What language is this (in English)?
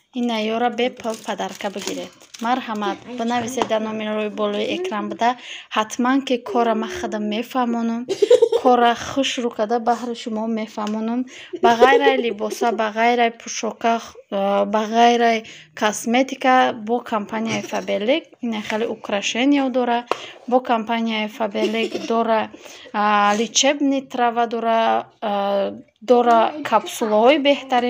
Tajik